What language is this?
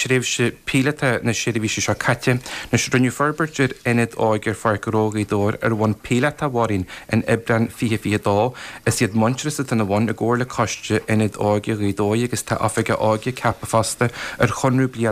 Irish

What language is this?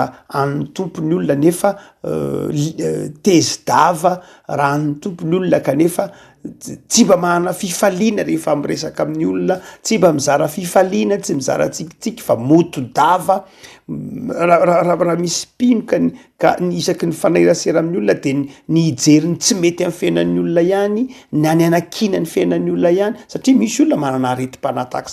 Malagasy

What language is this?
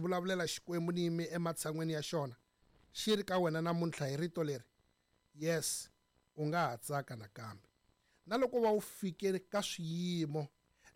Tsonga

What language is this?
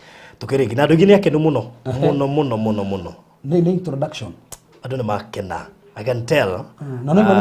Kikuyu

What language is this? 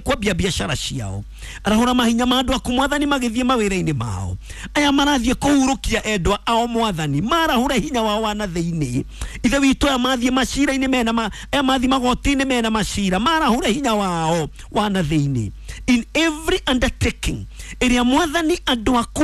Kikuyu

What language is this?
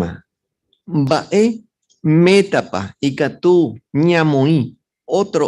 Guarani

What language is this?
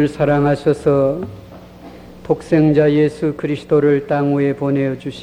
Korean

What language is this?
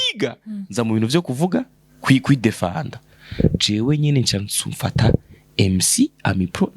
Rundi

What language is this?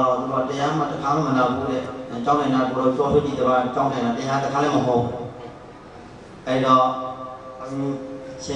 Burmese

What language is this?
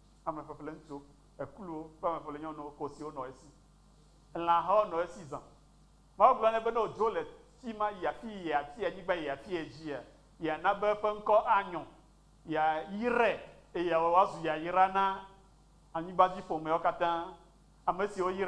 Ewe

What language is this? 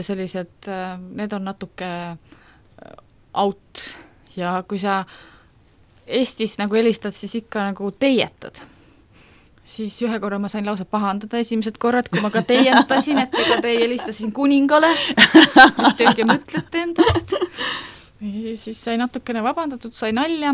Estonian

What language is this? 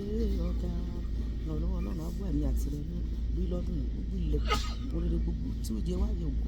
Yoruba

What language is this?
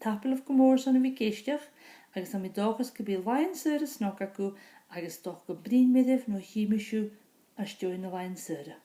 Scottish Gaelic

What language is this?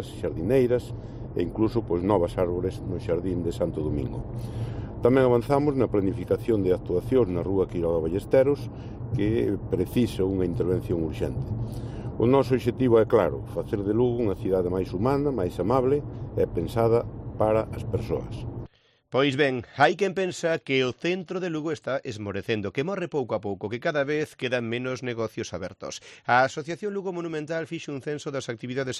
Galician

